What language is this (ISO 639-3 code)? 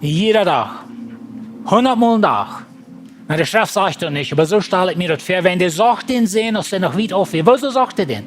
pdt